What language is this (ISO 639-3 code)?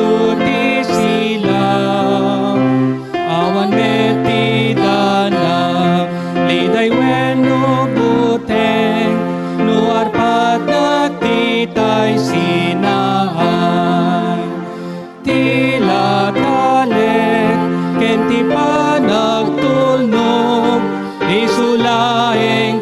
ilo